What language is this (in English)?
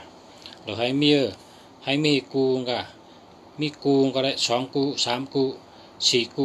Shan